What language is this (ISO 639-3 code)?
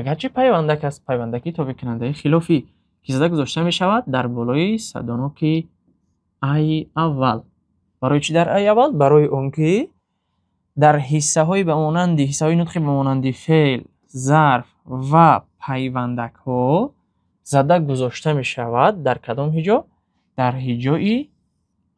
tgk